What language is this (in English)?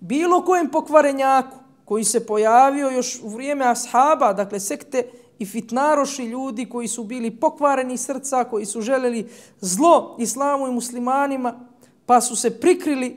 Bosnian